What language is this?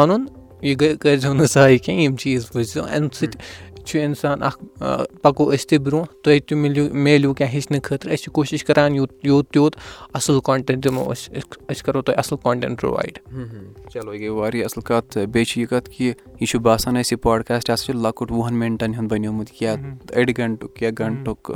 Kashmiri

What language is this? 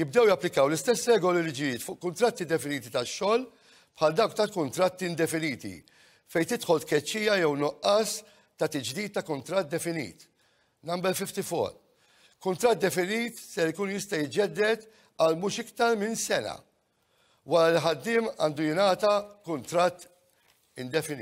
Maltese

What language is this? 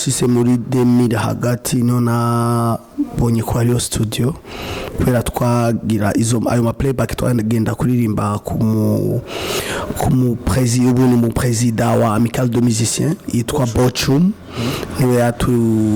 Rundi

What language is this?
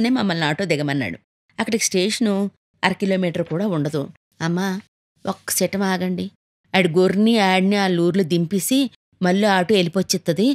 Telugu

